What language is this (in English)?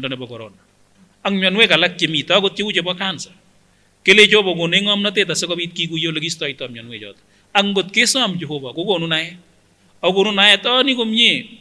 Kipsigis